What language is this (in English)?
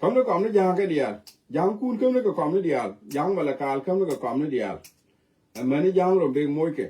Nuer